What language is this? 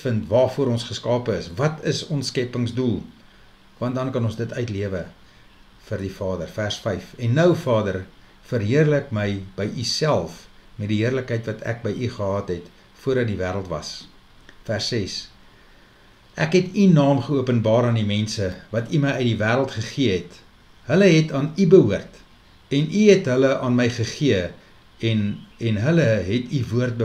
Afrikaans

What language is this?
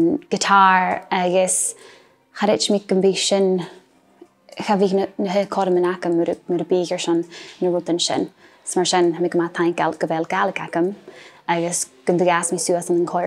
Scottish Gaelic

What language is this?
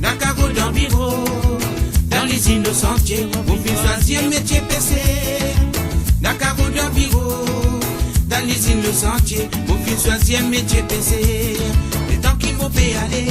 Morisyen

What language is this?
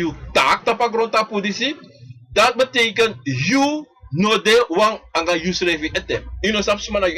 Sranan Tongo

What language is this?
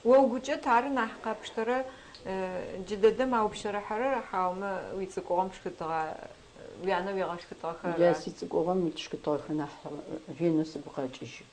Adyghe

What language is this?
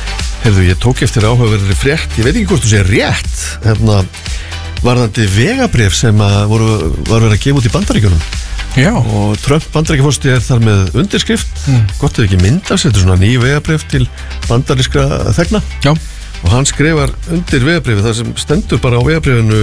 Icelandic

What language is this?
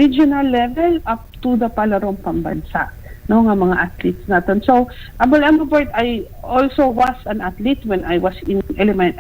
Hiligaynon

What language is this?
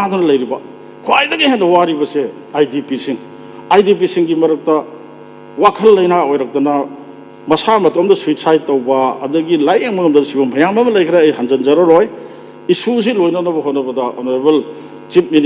Manipuri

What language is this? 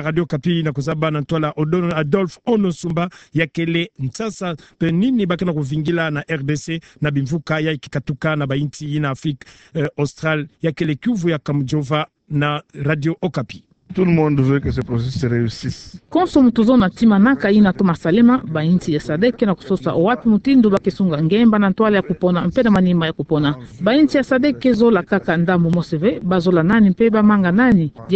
Kituba (Democratic Republic of Congo)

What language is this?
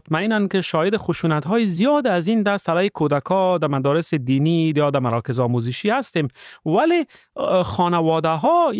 Persian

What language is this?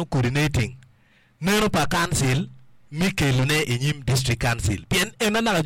Acoli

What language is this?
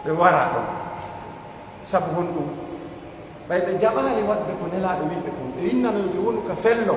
Pular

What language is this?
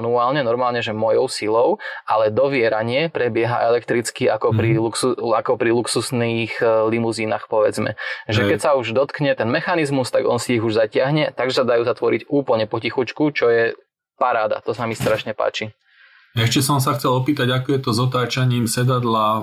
Slovak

